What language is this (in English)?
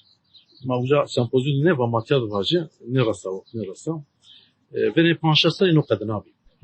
Kurdish